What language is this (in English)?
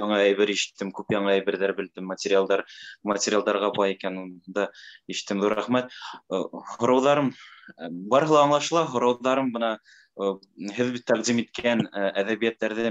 Bashkir